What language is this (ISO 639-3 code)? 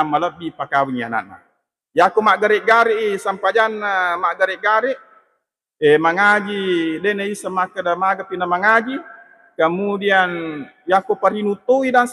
bug